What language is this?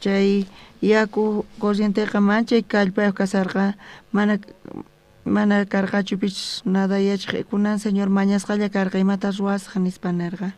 South Bolivian Quechua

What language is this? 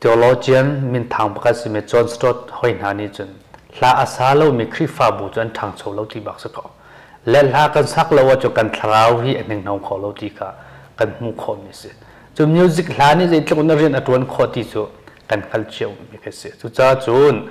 Hakha Chin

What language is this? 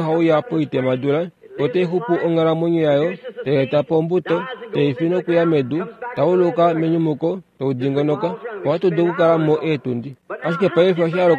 Kuanyama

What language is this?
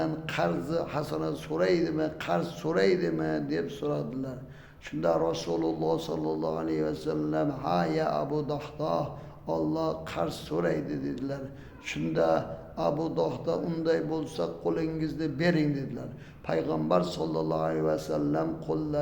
Uzbek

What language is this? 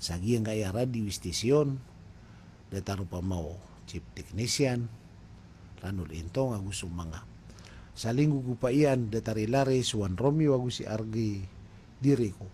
Maranao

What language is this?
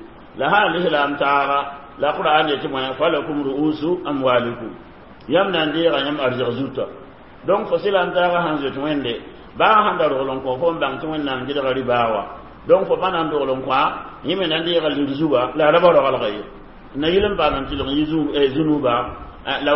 Mossi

